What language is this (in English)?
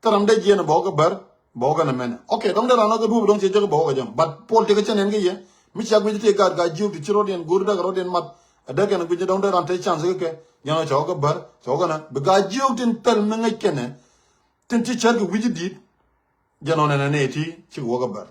Nuer